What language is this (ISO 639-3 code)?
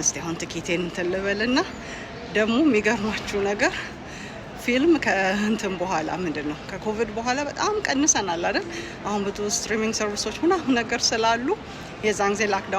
amh